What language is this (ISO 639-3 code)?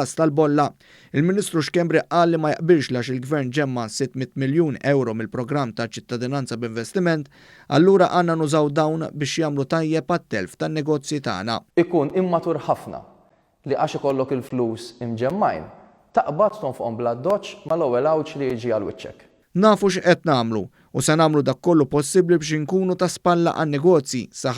mlt